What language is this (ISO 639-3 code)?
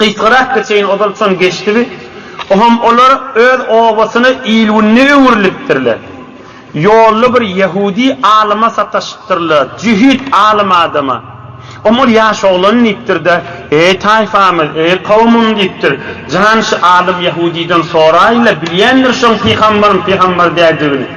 tuk